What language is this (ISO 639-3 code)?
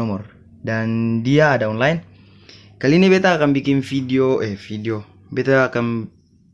abs